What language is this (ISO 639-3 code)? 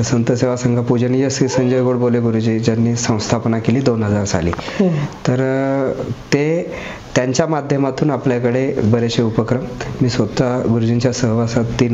mar